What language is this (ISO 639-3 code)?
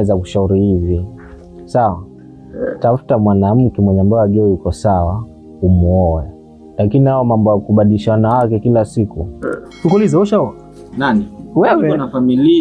swa